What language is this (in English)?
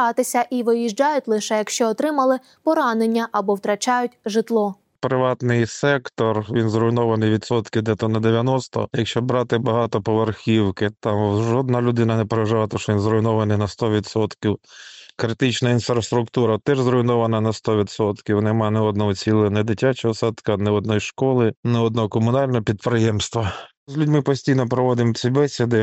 Ukrainian